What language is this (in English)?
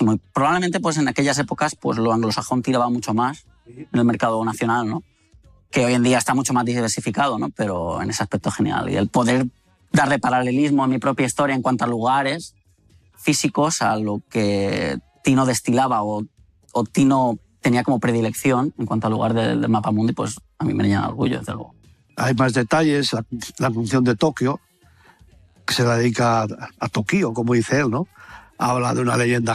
Spanish